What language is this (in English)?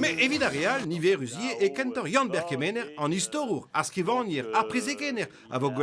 Breton